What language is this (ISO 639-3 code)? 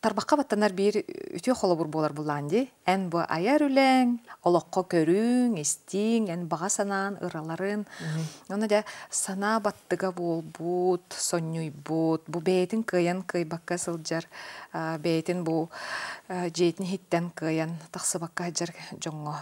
sah